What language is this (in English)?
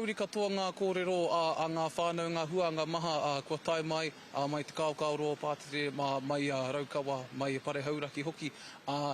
Māori